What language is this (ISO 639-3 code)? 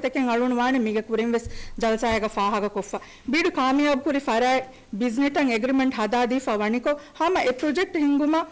div